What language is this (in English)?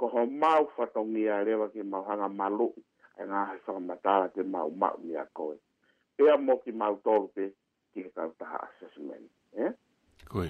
Tongan